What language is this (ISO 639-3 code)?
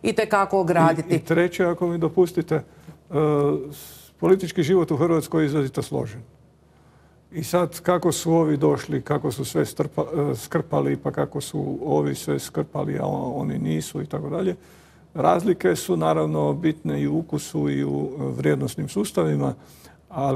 hrv